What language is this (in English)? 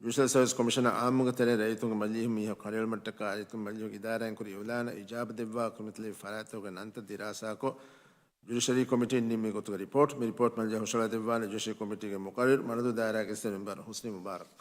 Divehi